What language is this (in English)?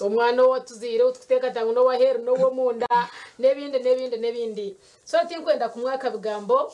Nyankole